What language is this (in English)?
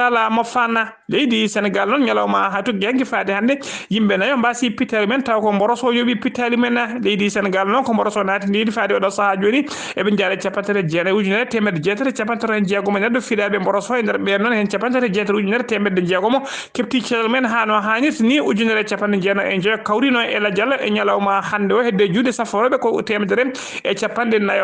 Fula